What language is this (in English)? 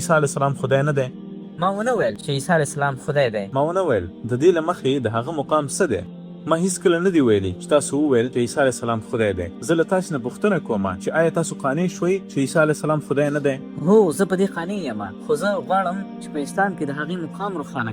Pashto